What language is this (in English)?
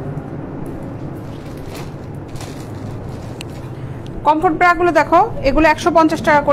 Bangla